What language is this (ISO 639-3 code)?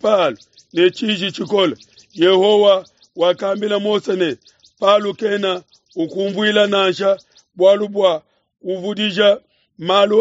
lua